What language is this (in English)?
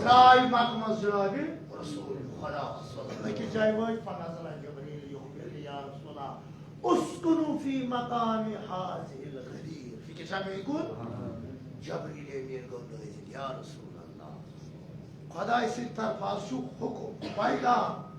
Kashmiri